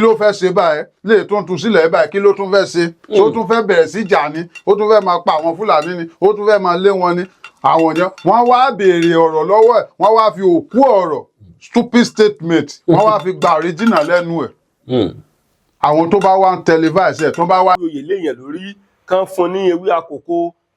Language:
Yoruba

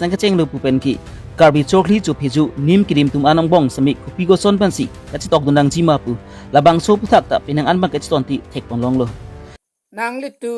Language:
Karbi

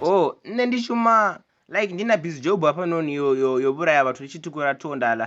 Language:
Venda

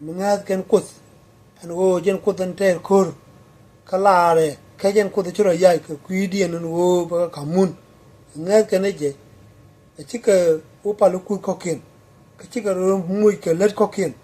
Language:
Nuer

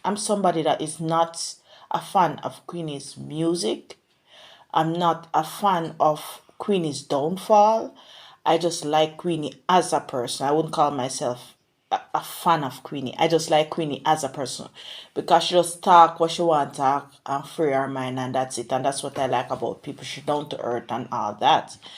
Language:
Jamaican Creole English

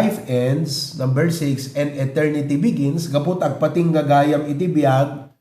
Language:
Iloko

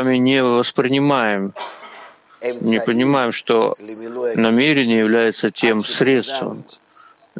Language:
Russian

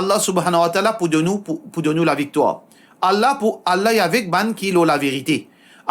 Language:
Morisyen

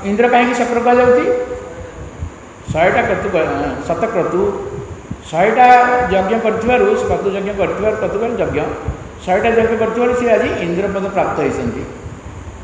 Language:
Odia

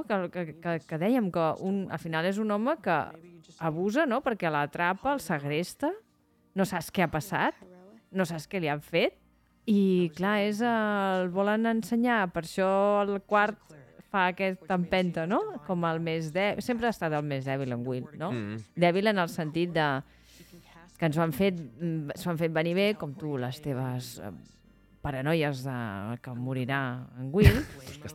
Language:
Catalan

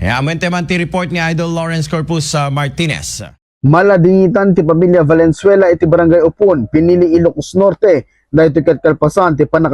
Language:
Iloko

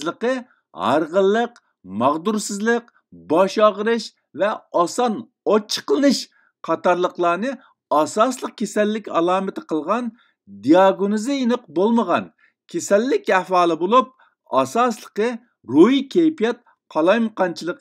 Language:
Uyghur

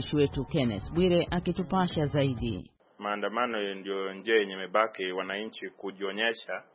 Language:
Swahili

